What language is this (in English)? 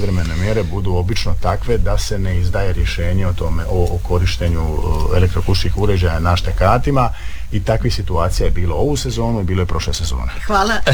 Croatian